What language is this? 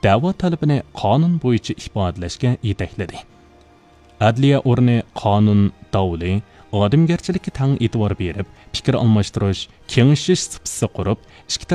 Uyghur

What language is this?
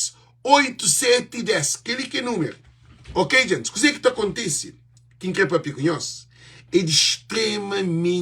Kabuverdianu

